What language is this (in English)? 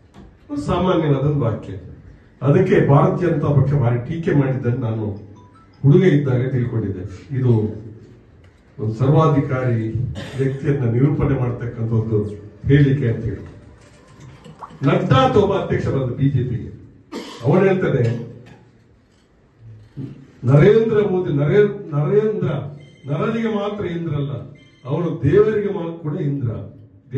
Kannada